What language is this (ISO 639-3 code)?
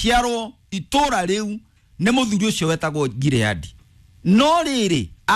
kik